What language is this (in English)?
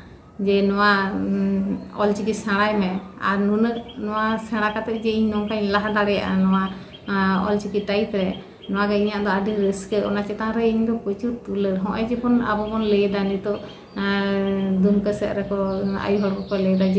Santali